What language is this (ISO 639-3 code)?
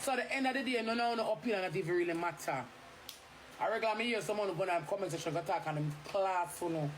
jam